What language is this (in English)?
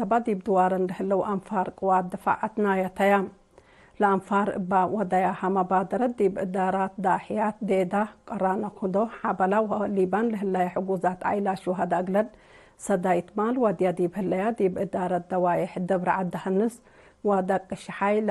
Tigre